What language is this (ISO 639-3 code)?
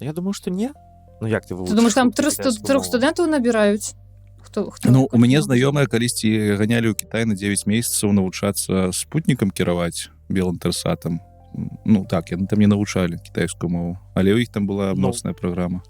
bel